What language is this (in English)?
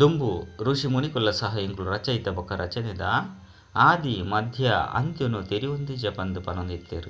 Tulu